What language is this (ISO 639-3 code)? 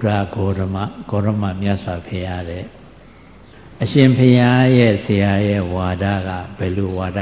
mya